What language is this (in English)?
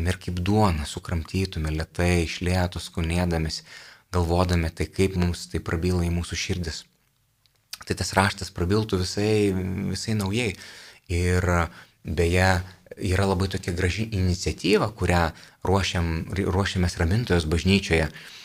Lithuanian